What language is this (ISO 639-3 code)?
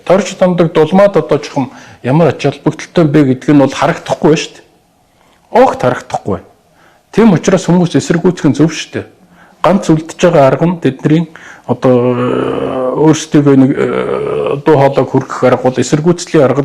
mon